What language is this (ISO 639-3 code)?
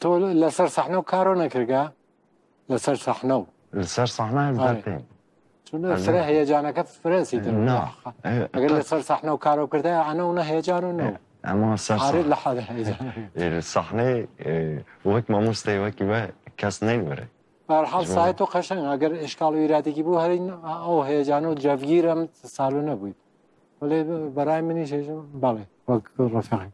kur